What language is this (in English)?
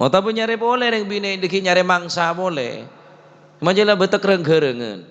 Madurese